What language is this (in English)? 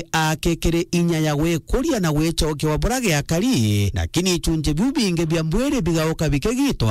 Meru